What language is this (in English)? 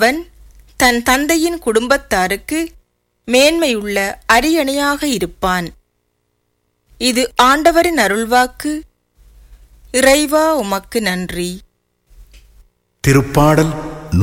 Tamil